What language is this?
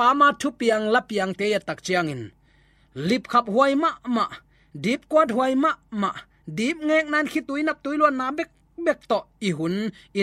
Tedim Chin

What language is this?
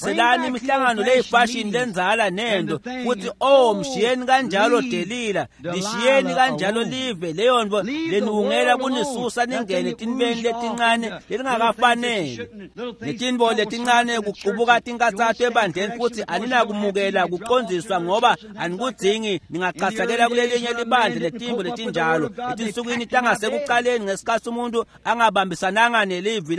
Swati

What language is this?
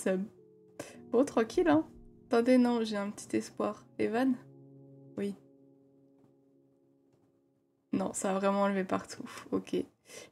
French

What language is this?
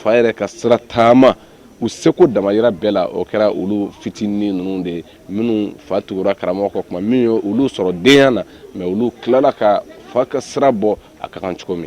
Bambara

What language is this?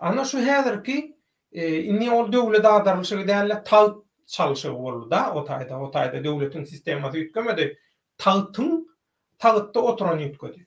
Turkmen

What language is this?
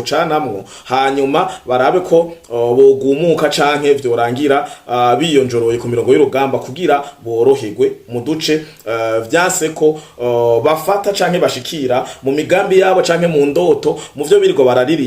Rundi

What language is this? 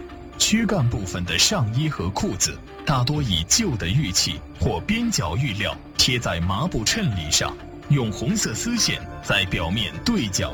Chinese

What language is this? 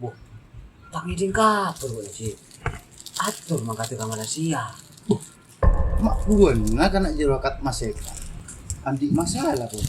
Madurese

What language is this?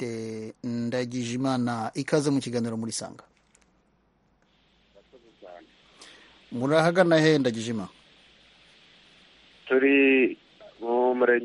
Kinyarwanda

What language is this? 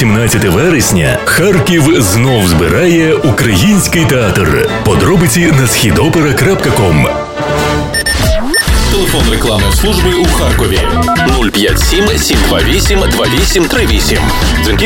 Ukrainian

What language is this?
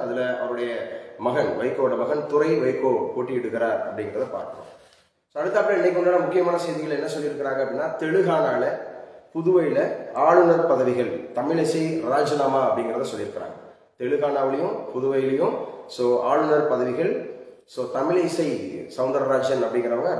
Tamil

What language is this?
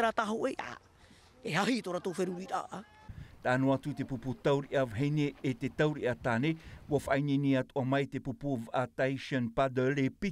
Tahitian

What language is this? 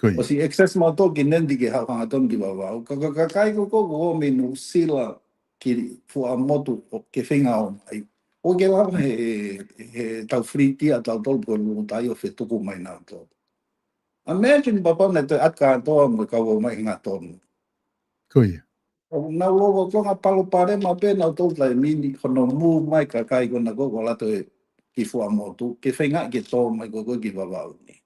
Tongan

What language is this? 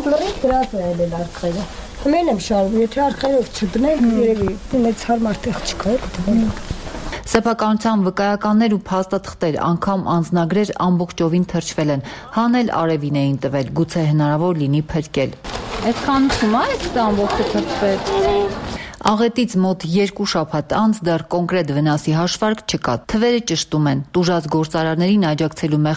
Armenian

